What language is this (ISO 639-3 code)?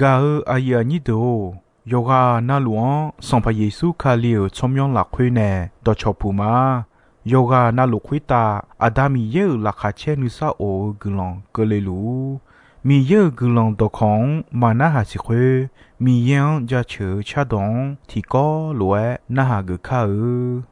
ahk